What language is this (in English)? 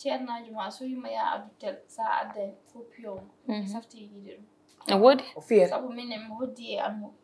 Fula